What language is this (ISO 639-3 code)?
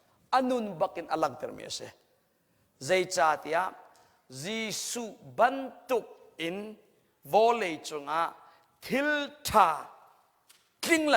cnh